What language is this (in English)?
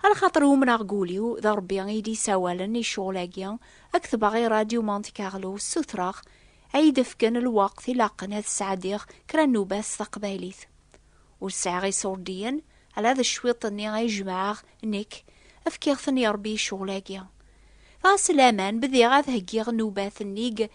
Kabyle